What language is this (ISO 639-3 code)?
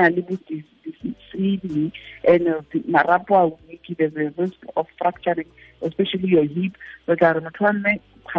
tsn